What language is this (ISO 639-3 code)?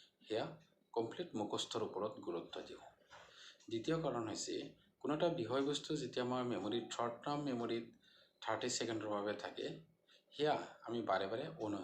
asm